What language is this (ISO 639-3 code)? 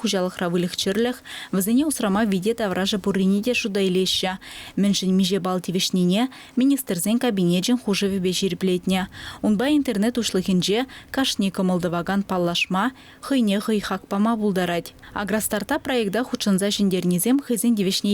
chv